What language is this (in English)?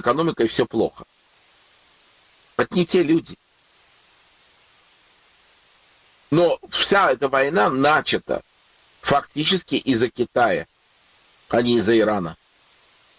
Russian